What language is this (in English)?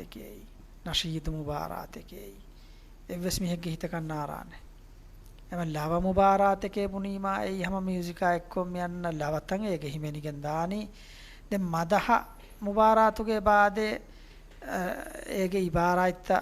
Divehi